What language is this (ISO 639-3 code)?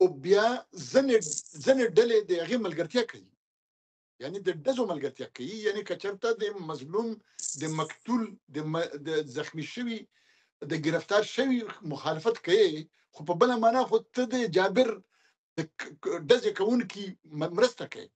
pus